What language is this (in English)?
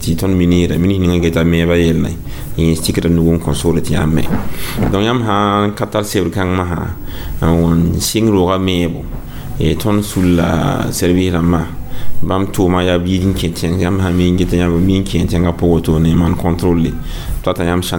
Mossi